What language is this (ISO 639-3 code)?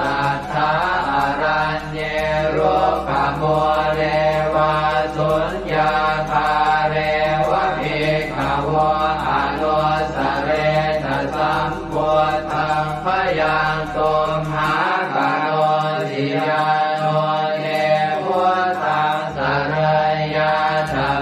pli